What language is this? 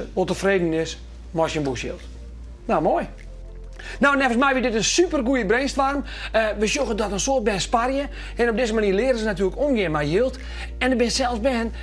Western Frisian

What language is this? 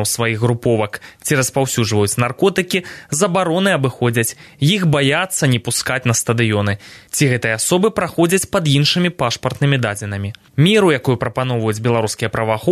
Belarusian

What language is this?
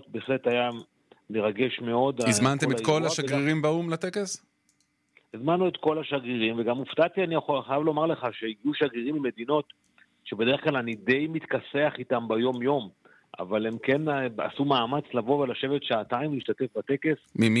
Hebrew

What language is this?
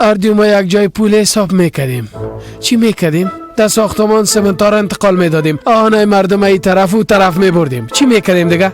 Persian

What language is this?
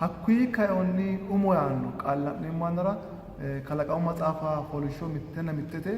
Sidamo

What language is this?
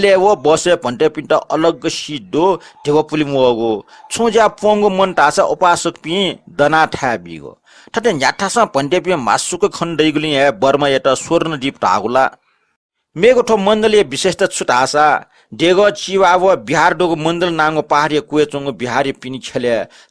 Newari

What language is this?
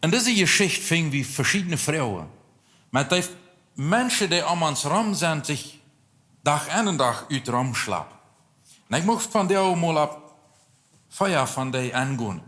Plautdietsch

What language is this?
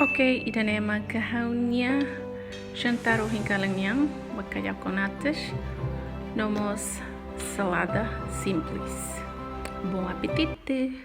Tetum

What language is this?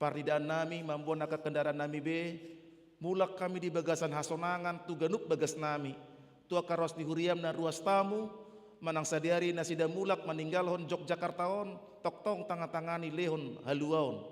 Batak Toba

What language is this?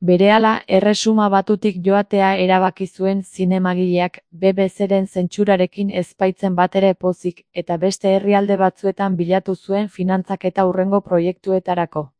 Basque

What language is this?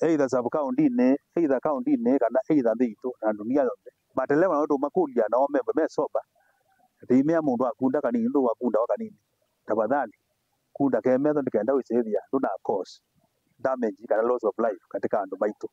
Kamba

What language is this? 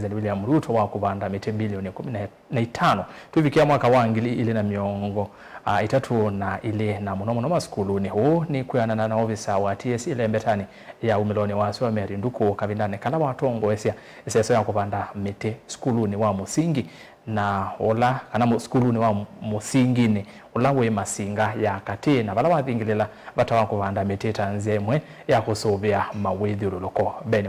Kamba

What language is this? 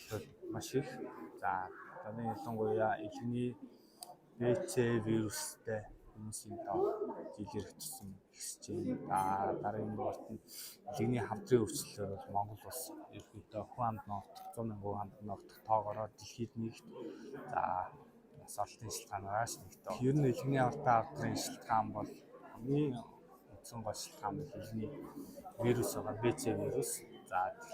Mongolian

